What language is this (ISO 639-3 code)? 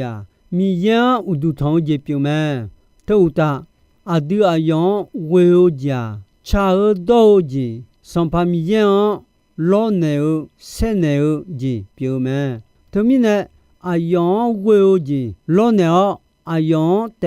ahk